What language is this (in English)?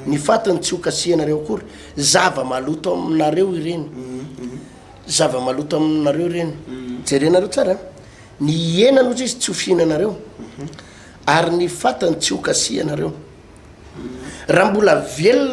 Malagasy